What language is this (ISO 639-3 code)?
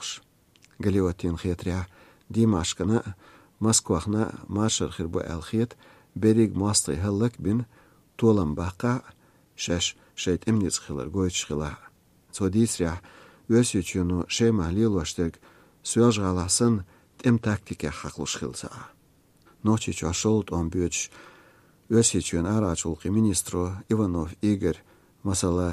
che